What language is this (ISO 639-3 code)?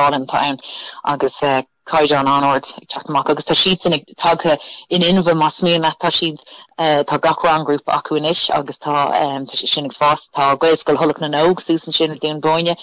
gle